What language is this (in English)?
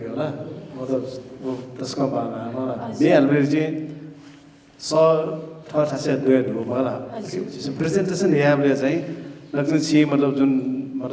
Newari